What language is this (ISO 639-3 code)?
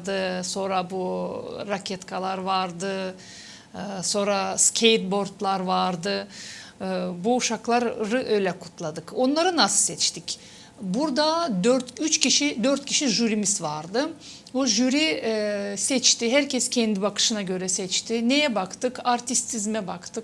gag